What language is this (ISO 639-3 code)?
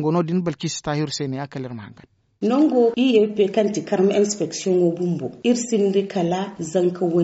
dje